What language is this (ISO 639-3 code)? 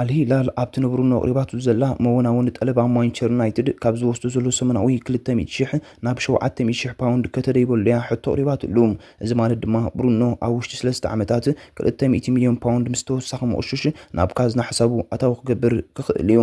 tir